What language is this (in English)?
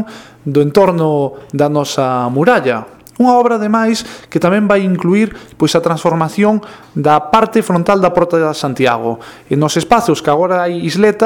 Galician